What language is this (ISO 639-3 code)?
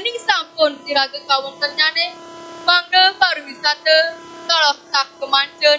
ban